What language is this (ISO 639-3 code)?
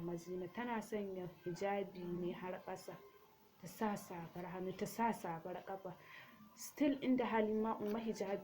hau